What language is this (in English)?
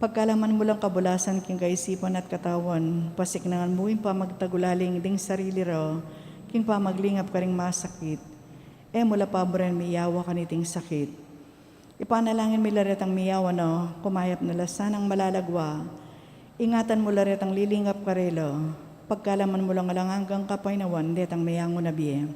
Pampanga